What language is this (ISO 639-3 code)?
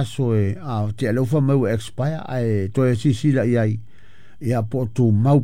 smo